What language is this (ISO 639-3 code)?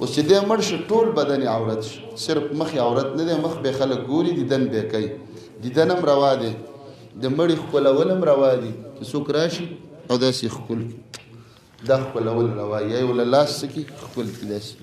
pus